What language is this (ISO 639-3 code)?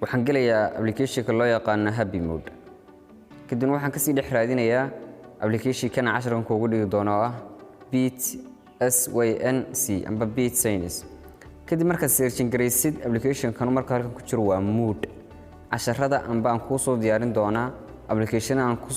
som